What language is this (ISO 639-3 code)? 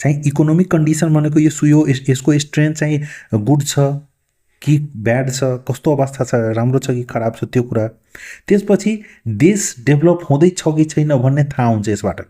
nep